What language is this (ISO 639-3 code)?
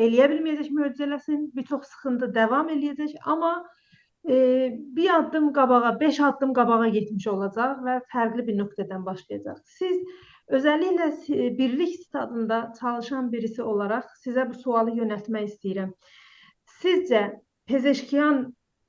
azb